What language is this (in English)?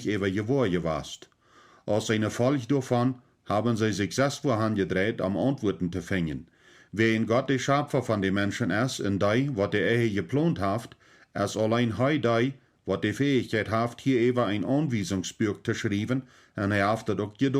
Plautdietsch